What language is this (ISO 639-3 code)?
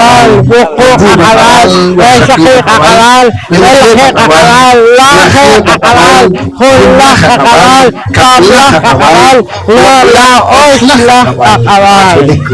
poh